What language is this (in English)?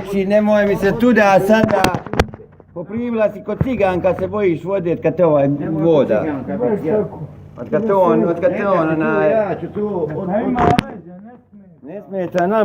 Bosnian